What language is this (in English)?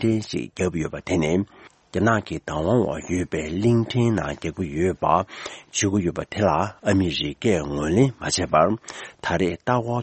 Tibetan